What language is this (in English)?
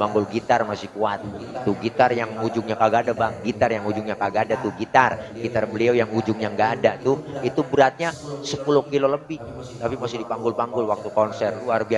Betawi